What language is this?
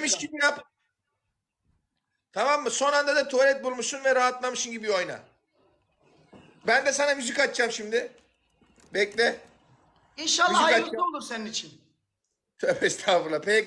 Turkish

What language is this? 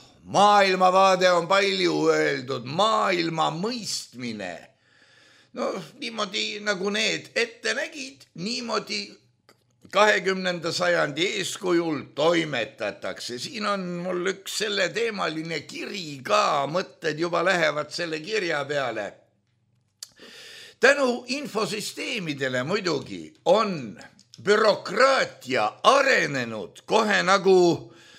Estonian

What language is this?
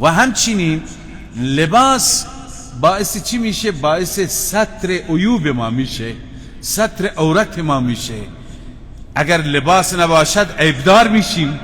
Persian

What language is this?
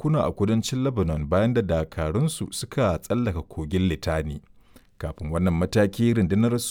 Hausa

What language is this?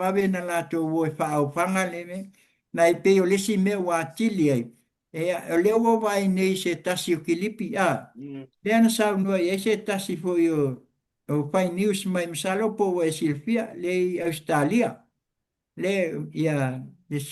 Samoan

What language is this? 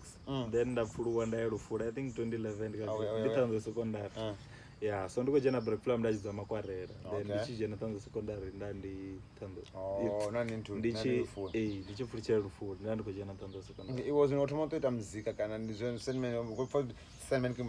Venda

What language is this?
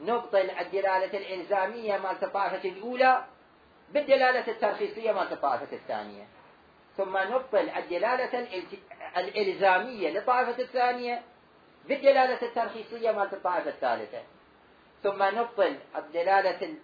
Mesopotamian Arabic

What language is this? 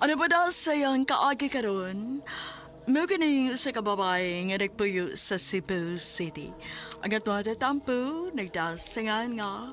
Cebuano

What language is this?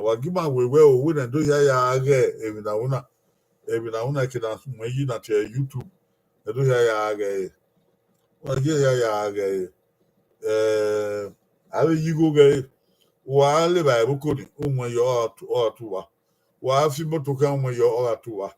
Bini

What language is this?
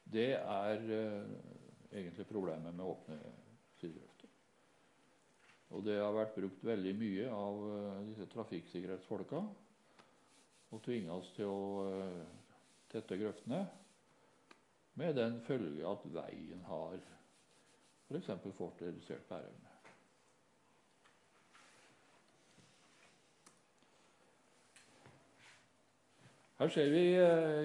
Norwegian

